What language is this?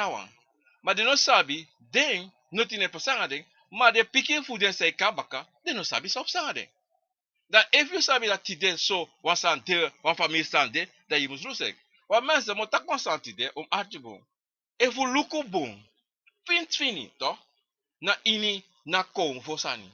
Sranan Tongo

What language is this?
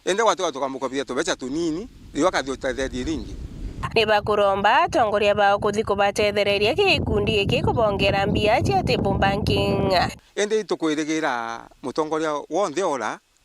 Meru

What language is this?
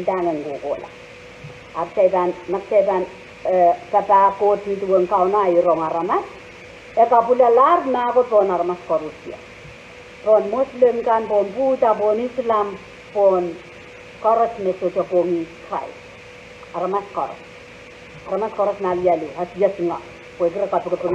Pohnpeian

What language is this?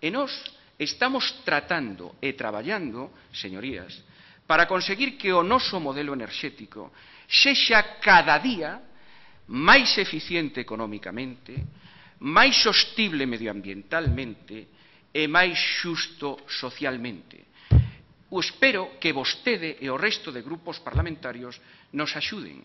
Galician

